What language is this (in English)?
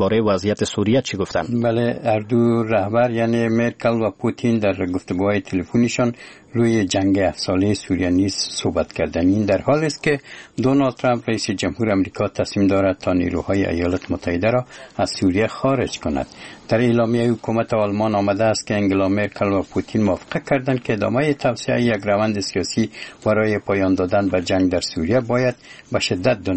Persian